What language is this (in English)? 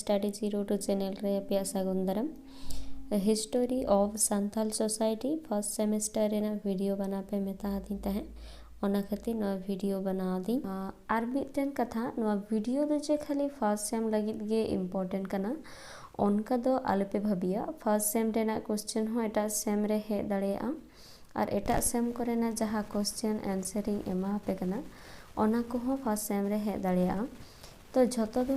Santali